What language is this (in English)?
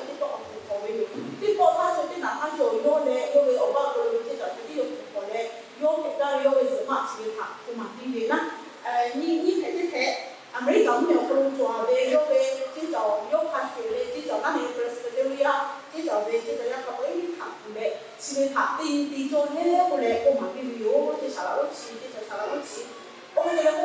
Lahu